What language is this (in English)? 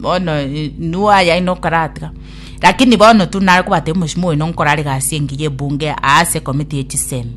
Gusii